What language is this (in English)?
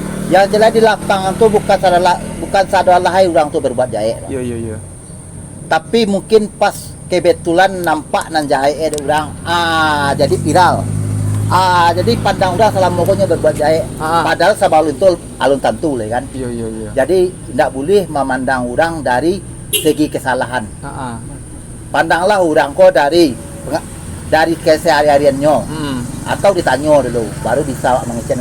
Minangkabau